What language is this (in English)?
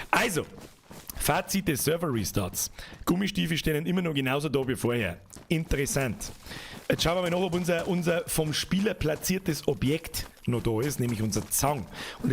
Bavarian